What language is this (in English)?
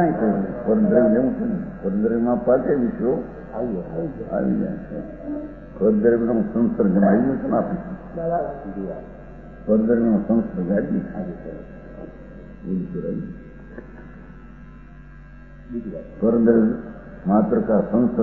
Gujarati